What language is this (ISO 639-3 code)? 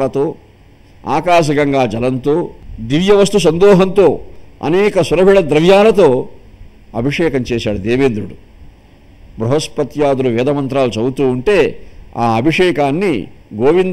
tel